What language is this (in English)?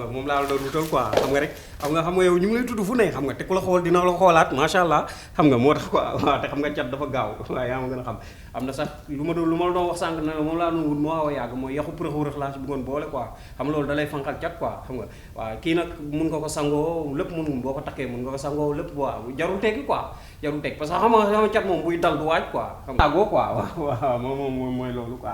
Wolof